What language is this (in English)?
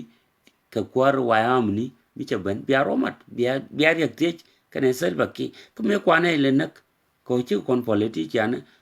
Nuer